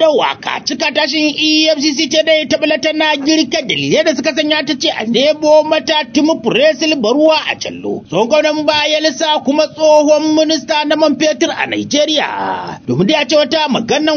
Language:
Hausa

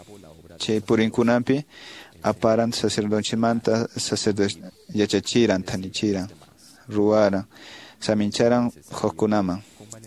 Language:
Quechua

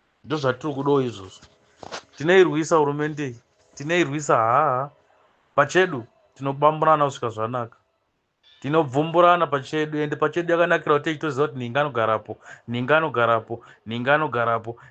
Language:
Shona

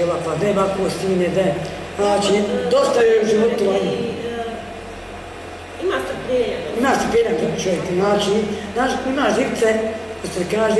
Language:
Bosnian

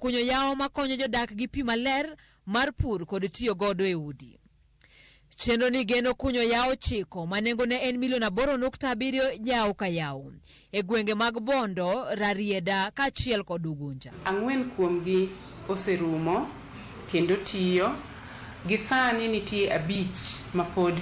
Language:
Luo (Kenya and Tanzania)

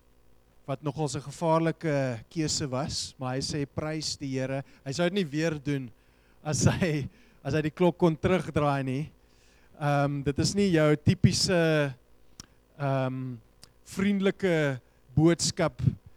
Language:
Afrikaans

